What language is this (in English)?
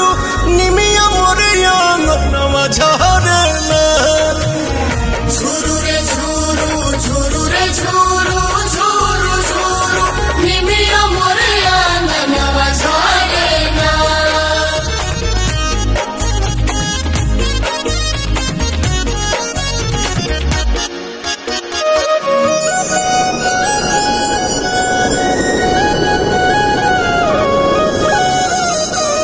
Bhojpuri